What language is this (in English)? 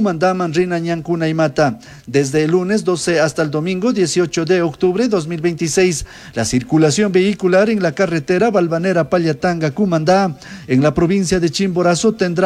Chimborazo Highland Quichua